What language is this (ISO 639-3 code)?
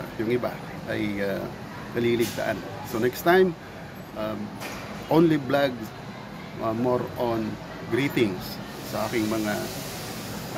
fil